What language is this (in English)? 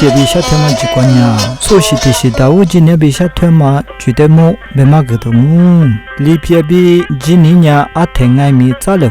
Lisu